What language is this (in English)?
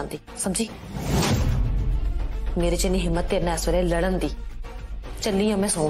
Punjabi